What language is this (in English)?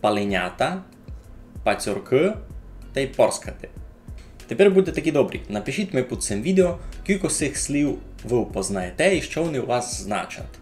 Rusyn